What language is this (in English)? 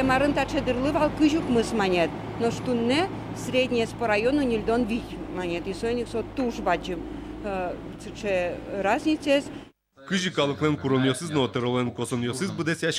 Udmurt